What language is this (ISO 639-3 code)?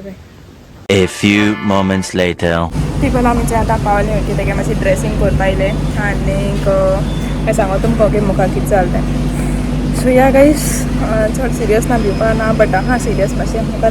kok